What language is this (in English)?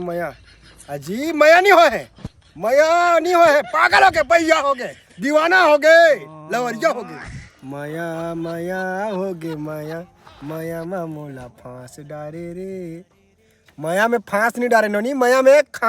Chhattisgarhi